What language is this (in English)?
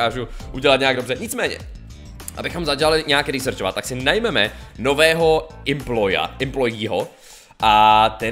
Czech